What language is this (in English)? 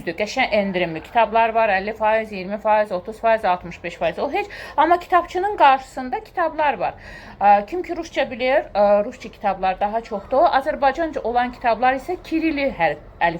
Azerbaijani